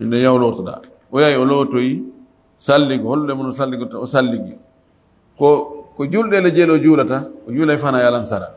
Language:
Fula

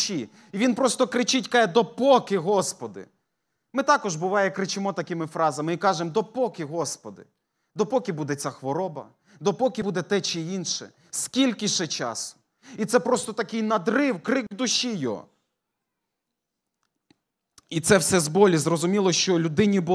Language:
Ukrainian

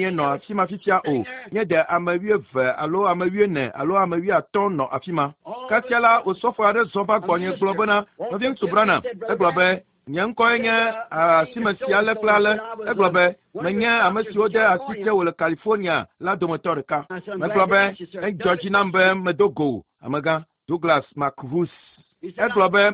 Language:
Ewe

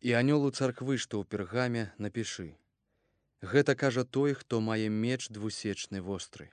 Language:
Belarusian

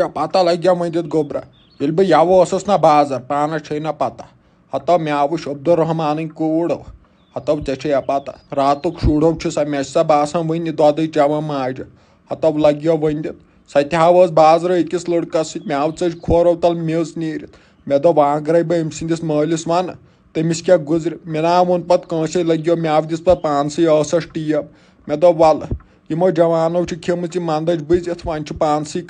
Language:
Kashmiri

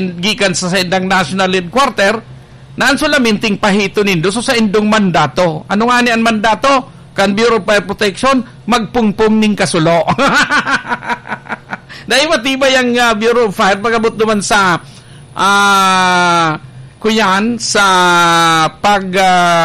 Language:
Bikol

